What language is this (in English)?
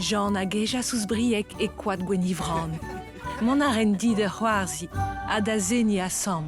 Breton